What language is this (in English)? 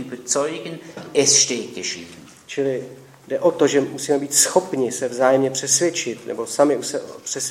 Czech